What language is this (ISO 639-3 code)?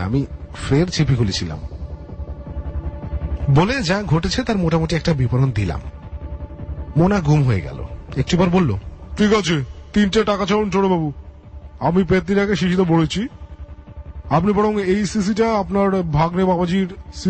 ben